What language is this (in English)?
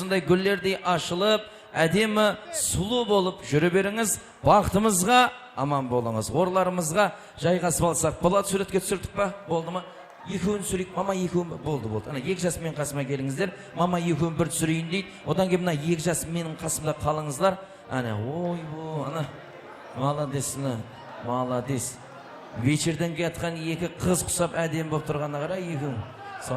Kara-Kalpak